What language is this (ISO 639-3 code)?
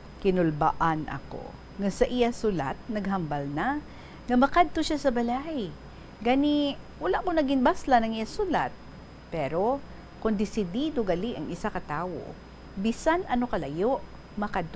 hil